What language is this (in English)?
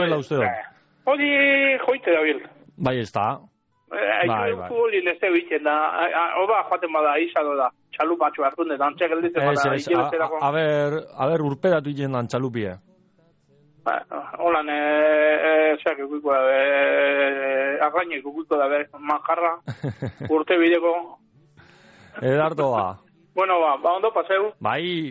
Basque